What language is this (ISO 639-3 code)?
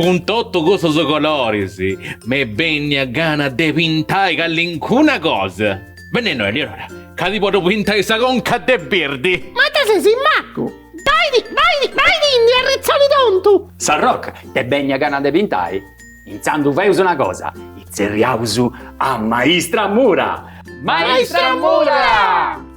srd